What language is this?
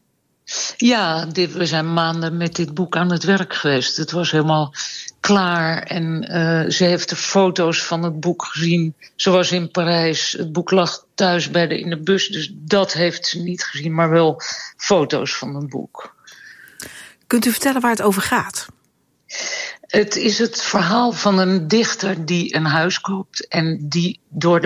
Dutch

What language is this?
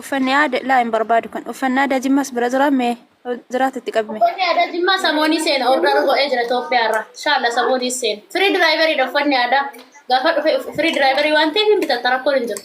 Oromo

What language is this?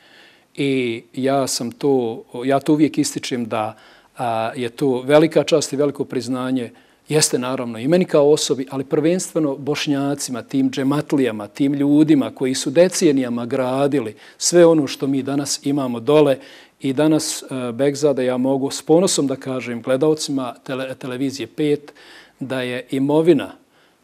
Bosnian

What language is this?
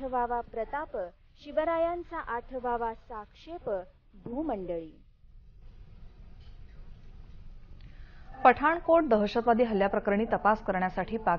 Marathi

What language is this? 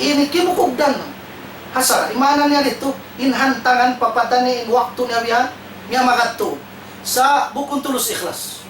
Tausug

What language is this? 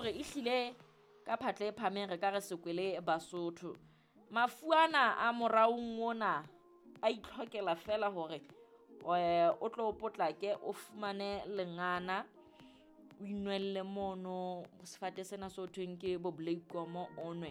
Southern Sotho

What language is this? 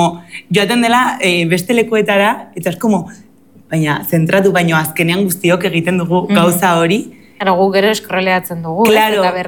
Basque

